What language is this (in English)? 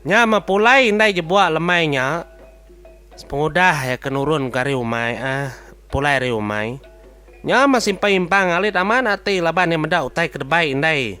Iban